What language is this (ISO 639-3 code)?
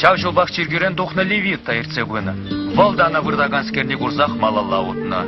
chv